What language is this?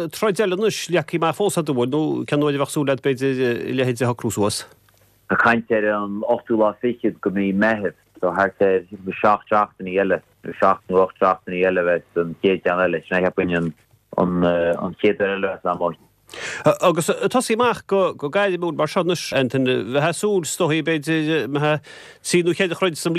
Irish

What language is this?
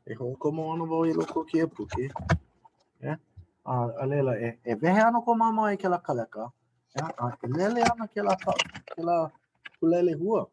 Hawaiian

